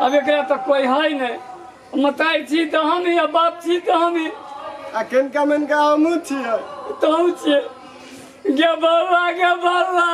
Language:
Maithili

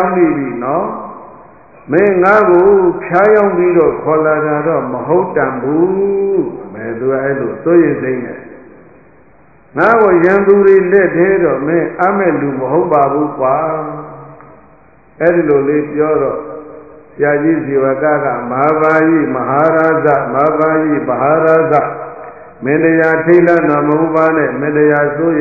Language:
Burmese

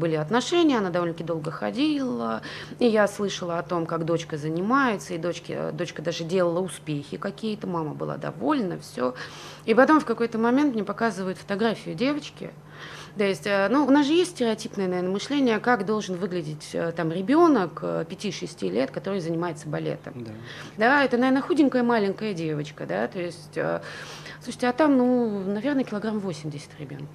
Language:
Russian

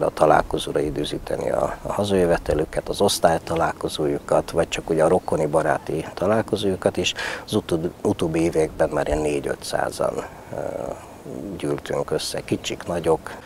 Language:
Hungarian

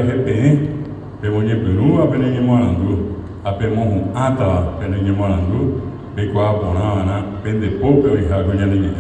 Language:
Guarani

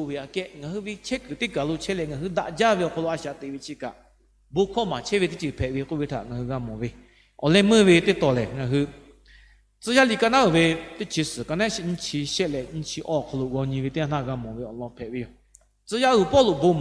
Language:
Lahu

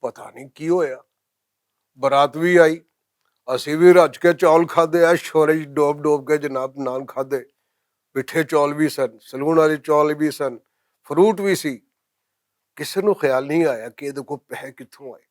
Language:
Western Panjabi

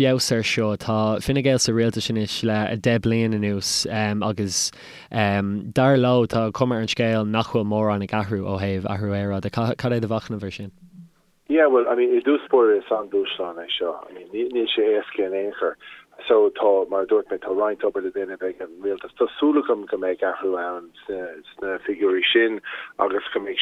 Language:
Irish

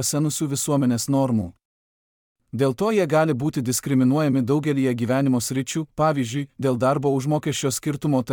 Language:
Lithuanian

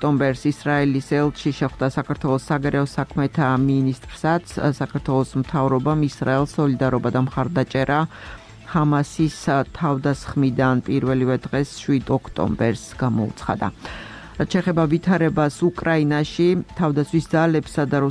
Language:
Georgian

